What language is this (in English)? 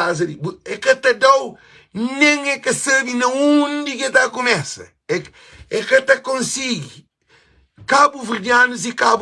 Kabuverdianu